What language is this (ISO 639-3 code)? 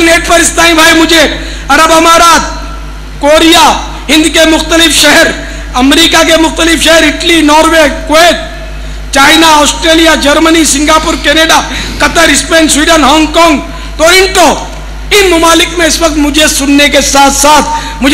urd